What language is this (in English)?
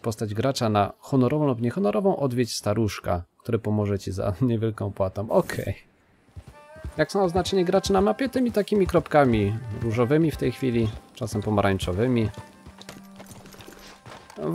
Polish